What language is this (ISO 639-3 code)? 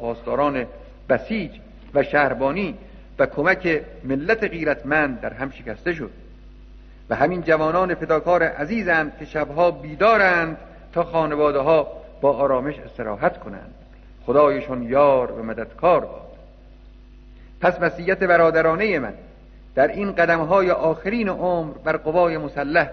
fas